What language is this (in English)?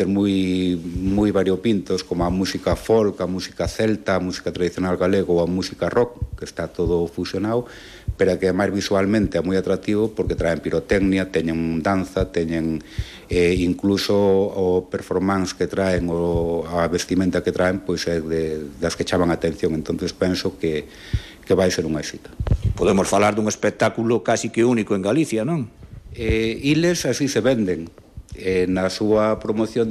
Galician